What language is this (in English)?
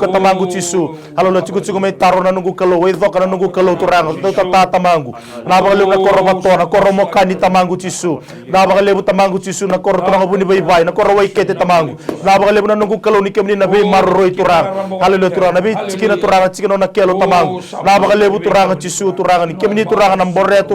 Fijian